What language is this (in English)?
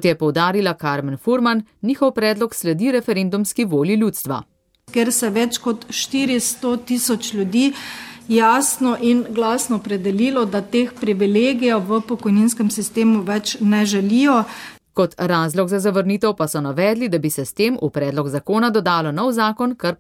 Slovenian